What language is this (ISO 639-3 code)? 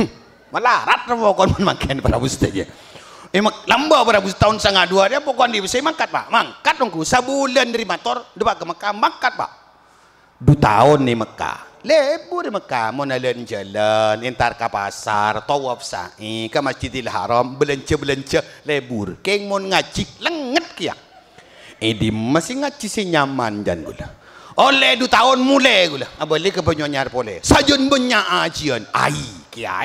mad